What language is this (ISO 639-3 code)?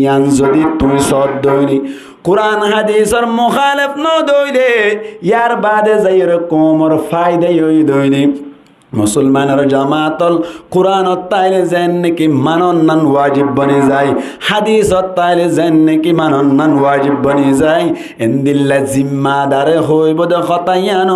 rhg